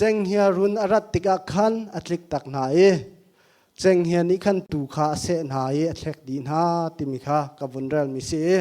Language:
Hakha Chin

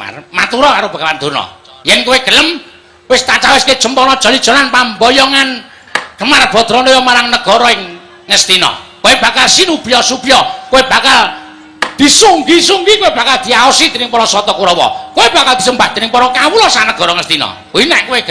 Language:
Javanese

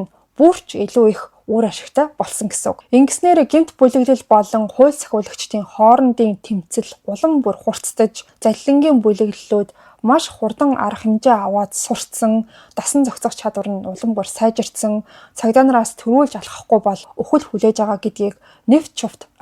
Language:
Mongolian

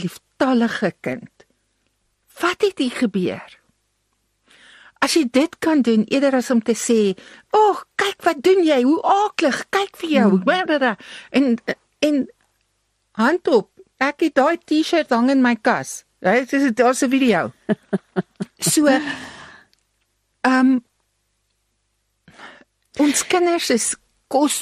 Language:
Afrikaans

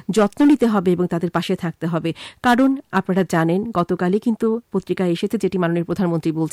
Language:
Bangla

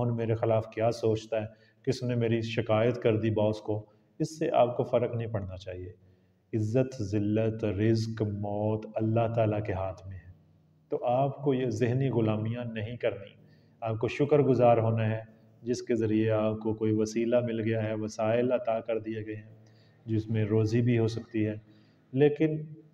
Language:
Urdu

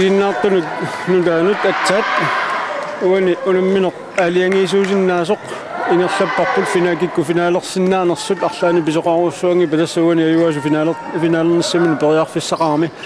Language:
Kalaallisut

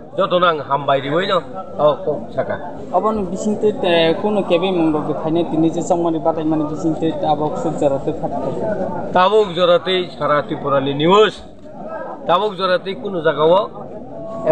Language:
Kok Borok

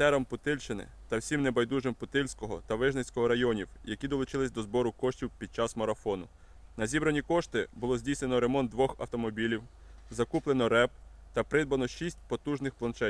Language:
Ukrainian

